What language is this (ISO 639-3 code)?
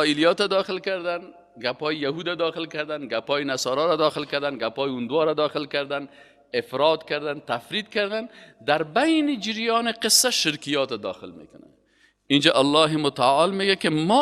fas